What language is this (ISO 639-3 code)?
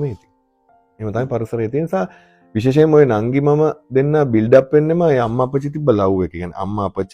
sin